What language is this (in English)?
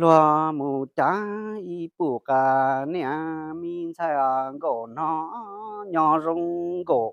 Hmong